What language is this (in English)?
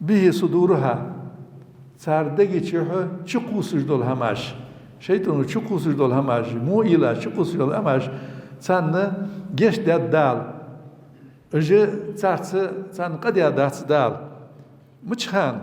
Ingush